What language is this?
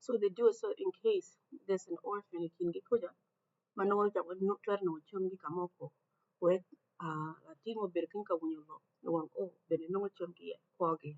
Acoli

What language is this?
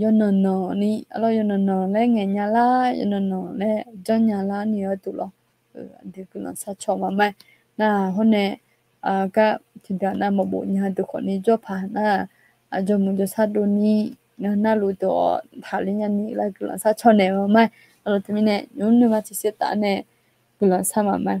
Akha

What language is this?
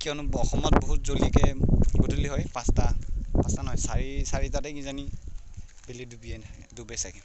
Assamese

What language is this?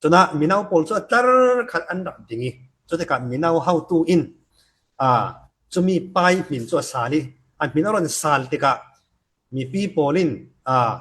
Falam Chin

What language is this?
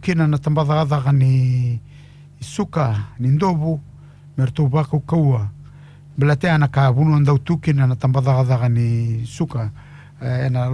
Fijian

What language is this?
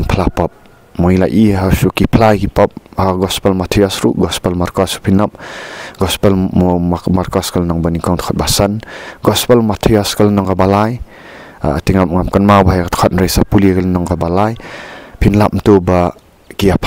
Khasi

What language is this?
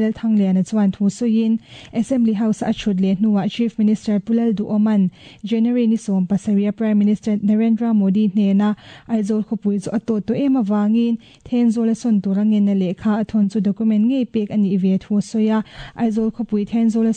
Mizo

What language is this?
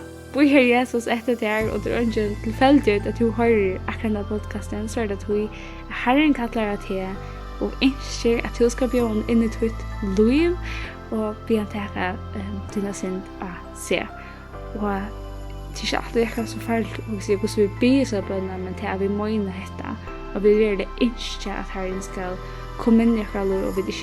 Faroese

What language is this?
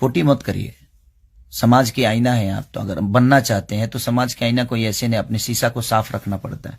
Bhojpuri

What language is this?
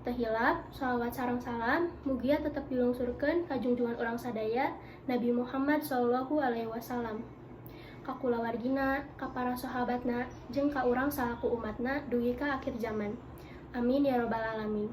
Sundanese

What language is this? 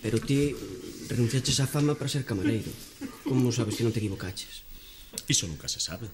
Galician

